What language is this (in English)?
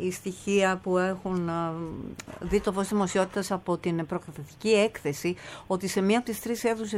Greek